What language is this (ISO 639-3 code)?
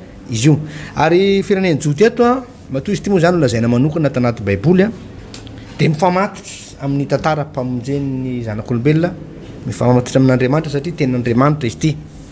mlg